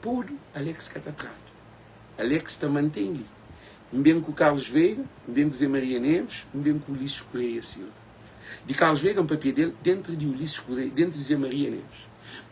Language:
Kabuverdianu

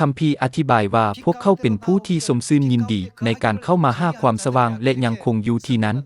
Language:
Lao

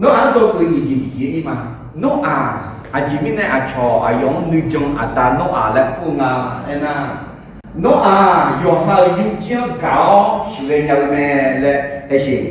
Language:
Akha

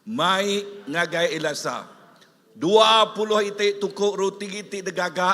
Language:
Iban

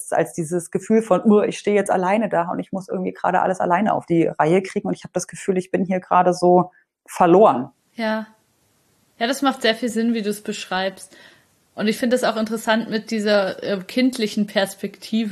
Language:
German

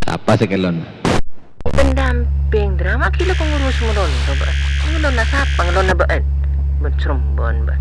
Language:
Madurese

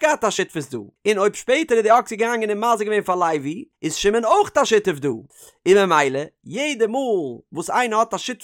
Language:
Yiddish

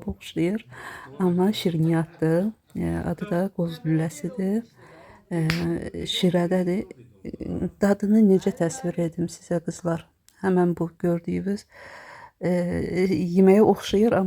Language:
Azerbaijani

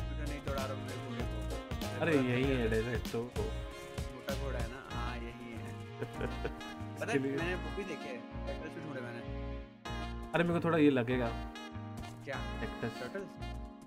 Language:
Hindi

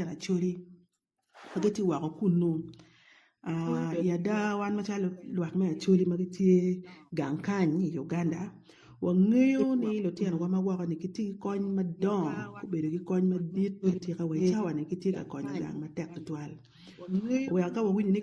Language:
Acoli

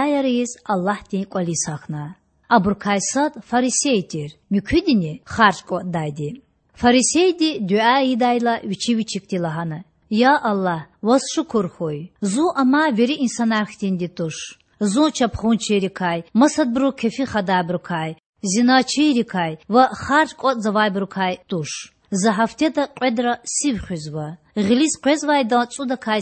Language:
Lezghian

